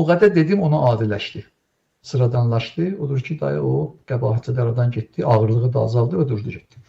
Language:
Azerbaijani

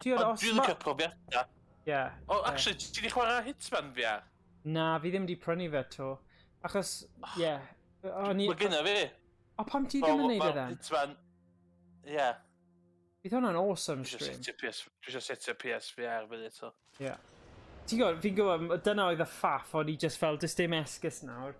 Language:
Welsh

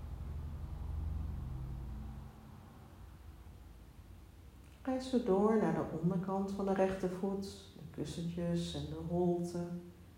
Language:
Dutch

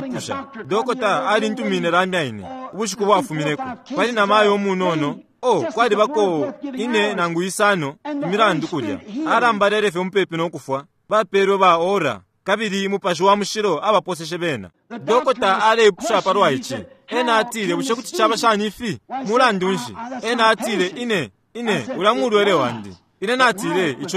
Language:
Bemba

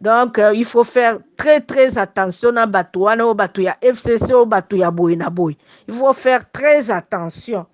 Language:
Lingala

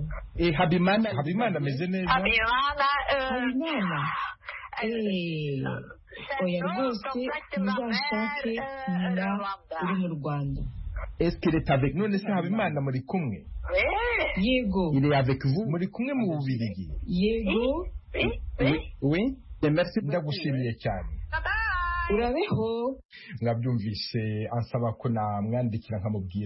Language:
Kinyarwanda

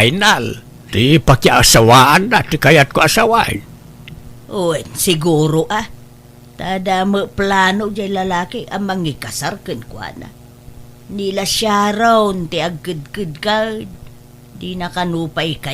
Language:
Iloko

